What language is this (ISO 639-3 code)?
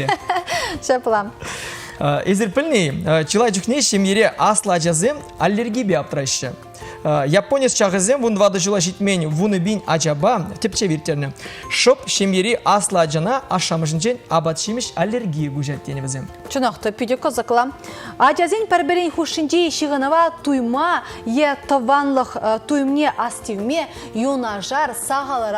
chv